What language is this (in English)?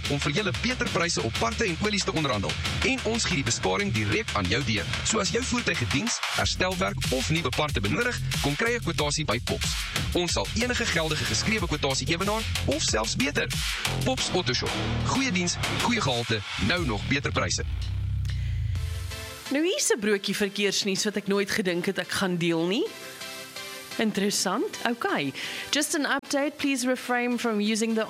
Afrikaans